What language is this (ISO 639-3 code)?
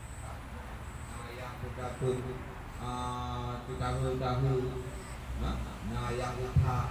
ace